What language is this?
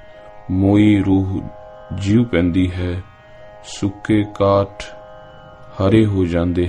Punjabi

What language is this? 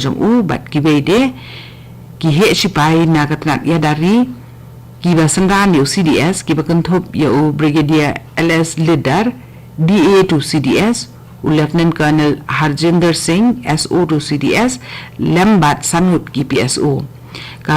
Khasi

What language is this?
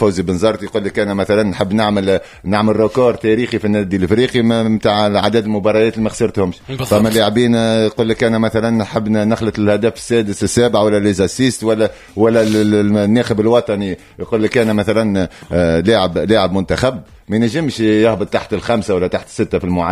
Tunisian Arabic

